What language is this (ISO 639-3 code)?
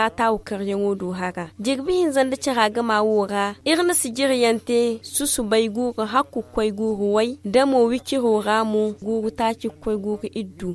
dje